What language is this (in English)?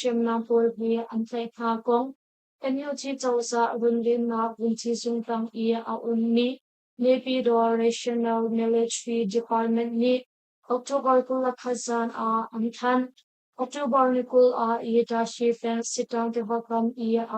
Hakha Chin